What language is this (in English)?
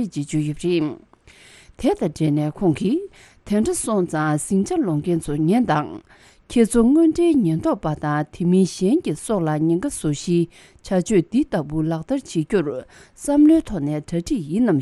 Tibetan